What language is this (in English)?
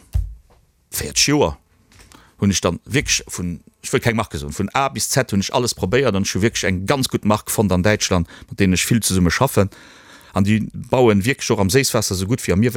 Luxembourgish